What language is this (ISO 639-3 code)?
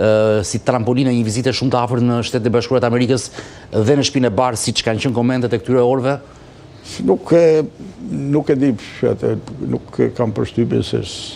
sqi